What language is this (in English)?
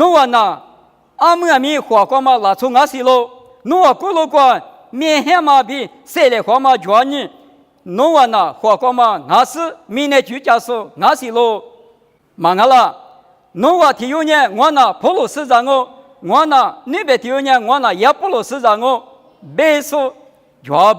Lisu